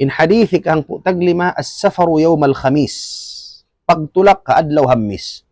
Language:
Tausug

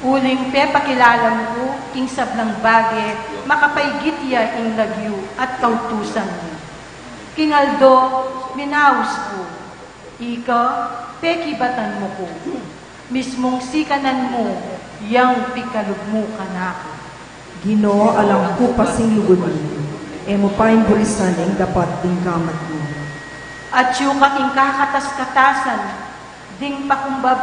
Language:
Pampanga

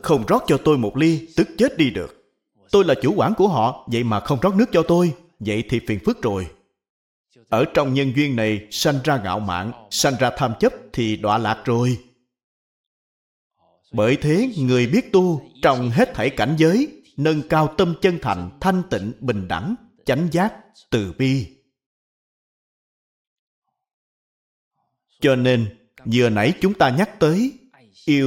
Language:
Vietnamese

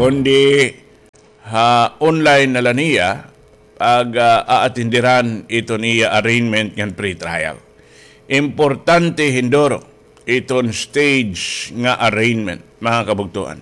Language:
Waray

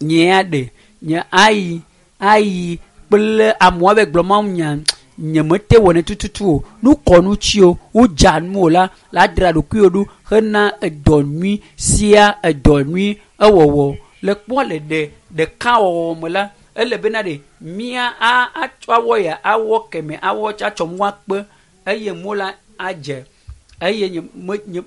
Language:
Ewe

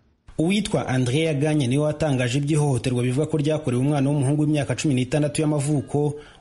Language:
Kinyarwanda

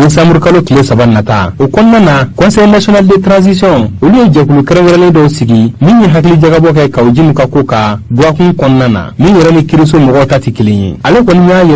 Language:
Bambara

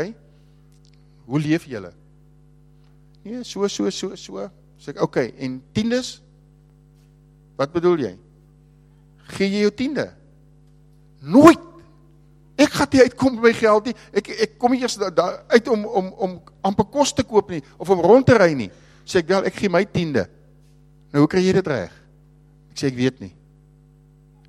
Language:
Afrikaans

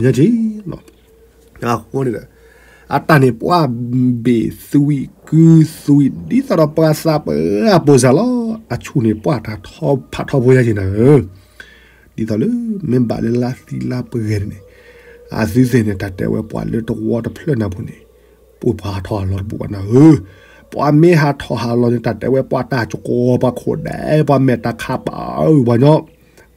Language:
S'gaw Karen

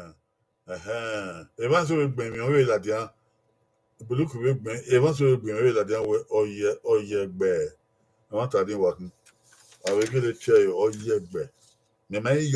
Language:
Bini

